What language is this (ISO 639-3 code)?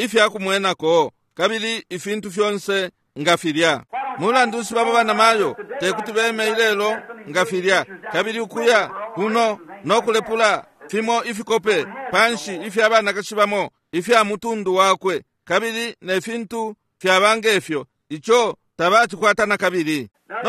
bem